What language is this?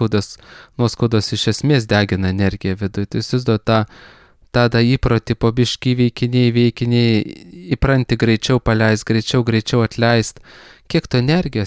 Lithuanian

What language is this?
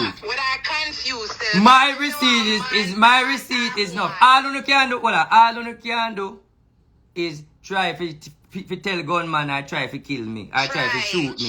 Jamaican Creole English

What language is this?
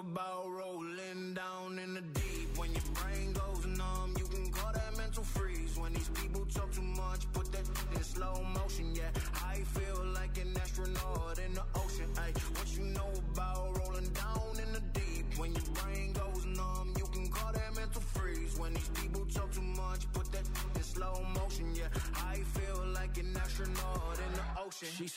English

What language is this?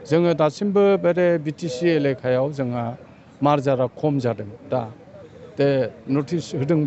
Bodo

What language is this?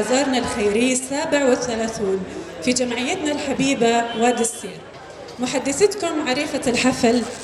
North Levantine Arabic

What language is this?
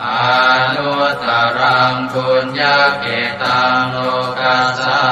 Pali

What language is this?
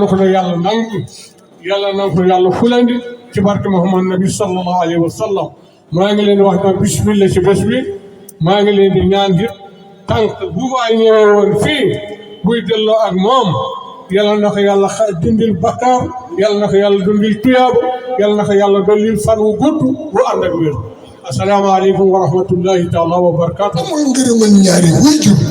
Wolof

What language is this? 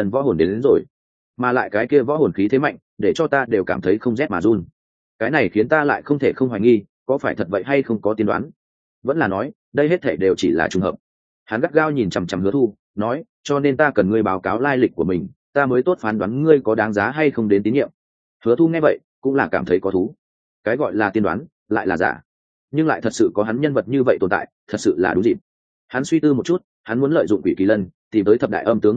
Vietnamese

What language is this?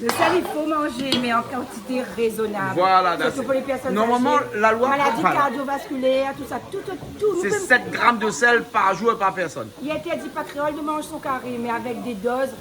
Réunion Creole French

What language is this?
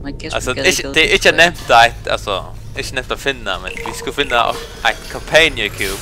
Faroese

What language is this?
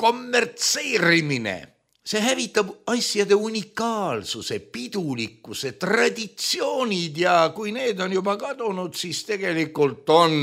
Estonian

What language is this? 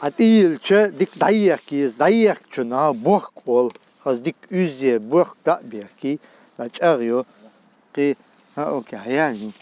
Chechen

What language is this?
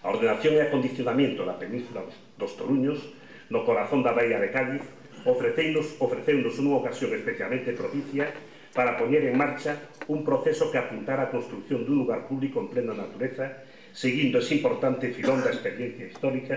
Galician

